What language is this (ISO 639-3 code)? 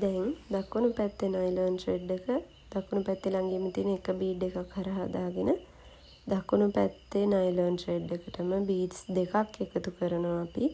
sin